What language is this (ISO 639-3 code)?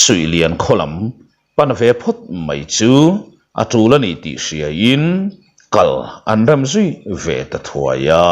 lus